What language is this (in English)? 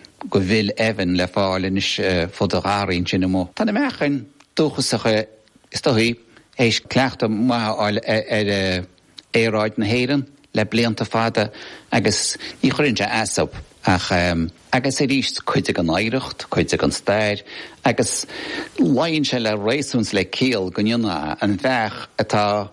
Irish